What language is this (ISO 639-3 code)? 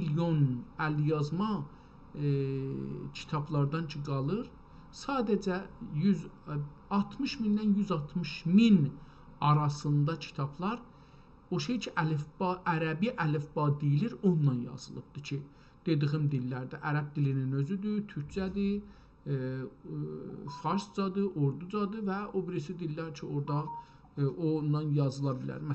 azb